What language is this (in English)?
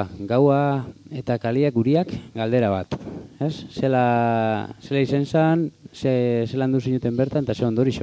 Basque